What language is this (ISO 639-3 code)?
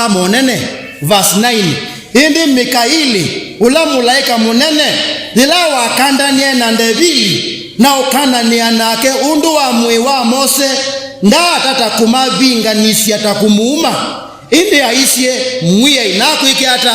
kam